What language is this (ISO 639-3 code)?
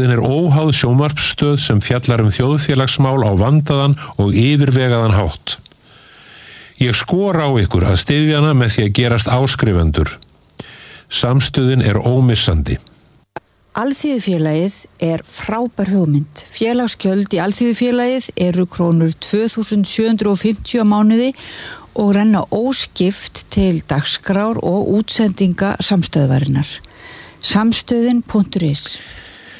isl